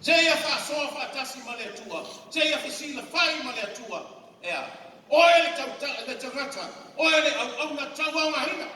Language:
Samoan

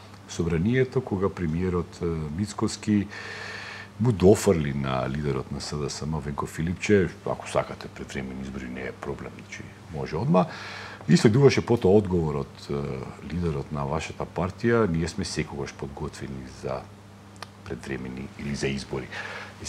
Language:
Macedonian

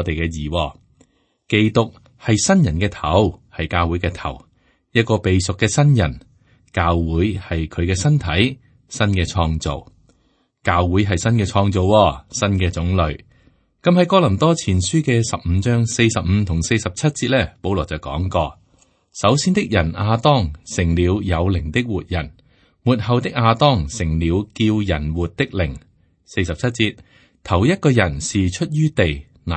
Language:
Cantonese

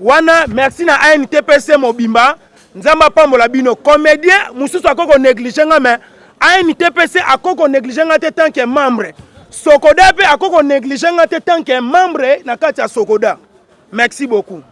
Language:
Lingala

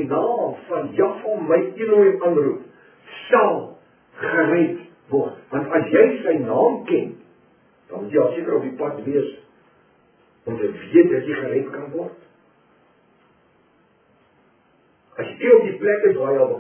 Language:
Afrikaans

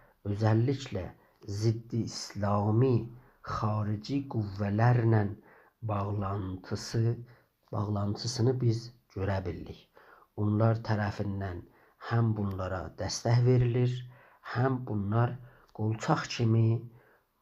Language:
South Azerbaijani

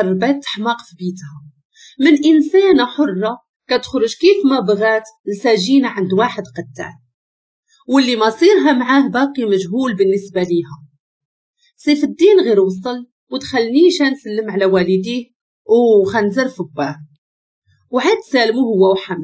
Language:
Moroccan Arabic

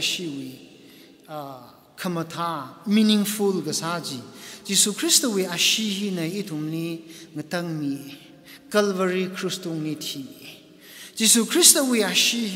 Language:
Tangkhul Naga (India)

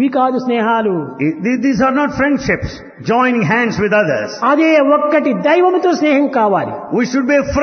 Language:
Telugu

